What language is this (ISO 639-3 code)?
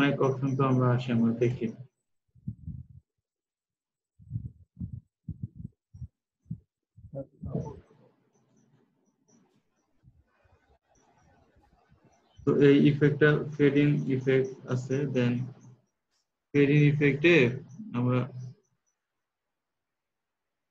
ben